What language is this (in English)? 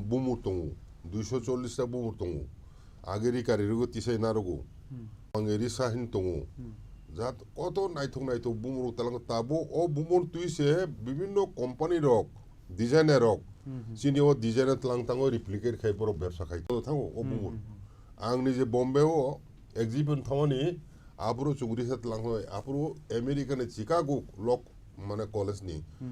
Kok Borok